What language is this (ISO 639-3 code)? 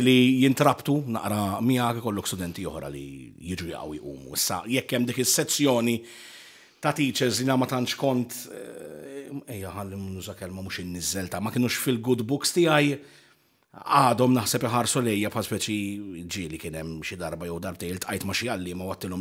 mlt